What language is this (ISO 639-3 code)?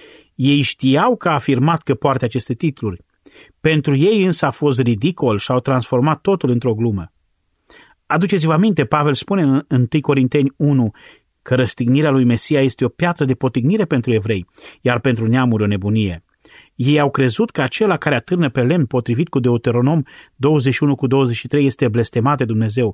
ron